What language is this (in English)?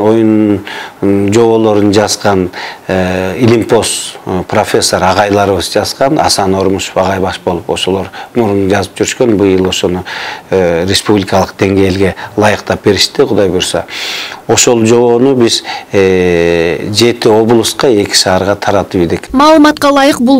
Kyrgyz